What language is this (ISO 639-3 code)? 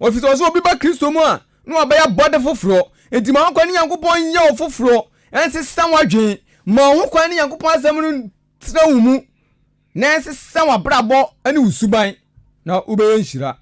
aka